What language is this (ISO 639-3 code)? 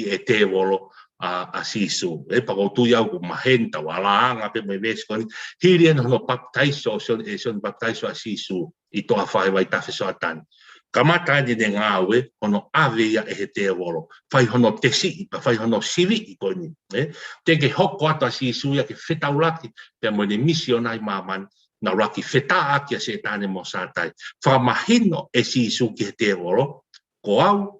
ton